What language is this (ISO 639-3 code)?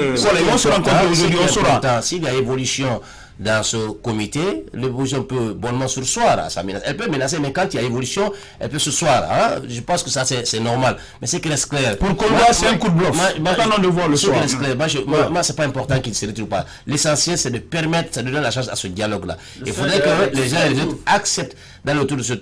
fra